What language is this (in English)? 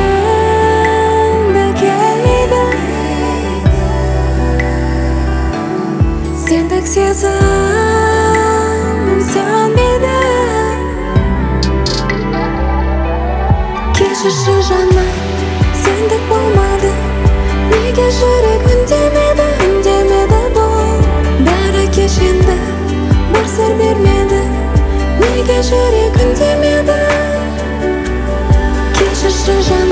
Kazakh